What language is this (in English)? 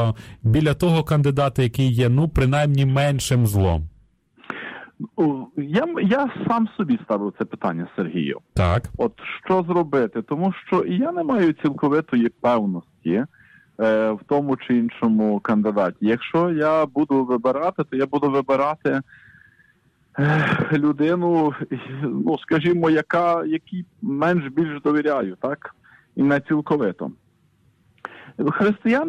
Ukrainian